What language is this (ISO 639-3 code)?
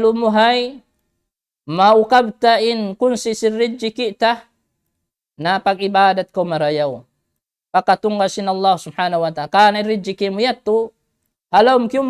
tsg